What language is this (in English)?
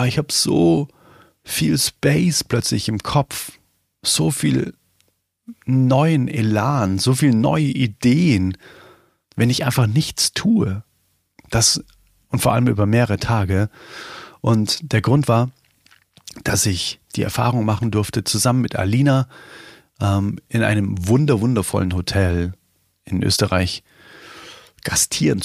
German